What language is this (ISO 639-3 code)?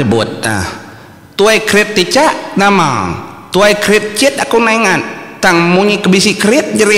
iba